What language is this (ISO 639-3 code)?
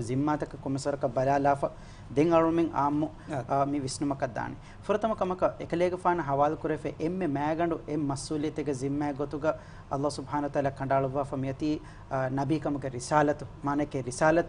div